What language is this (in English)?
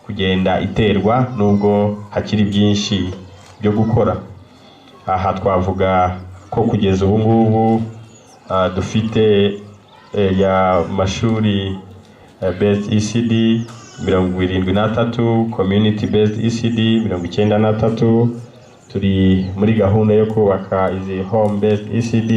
Kinyarwanda